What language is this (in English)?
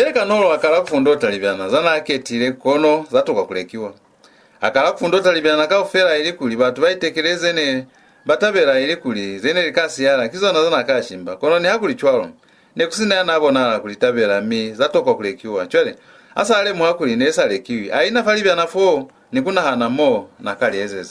Lozi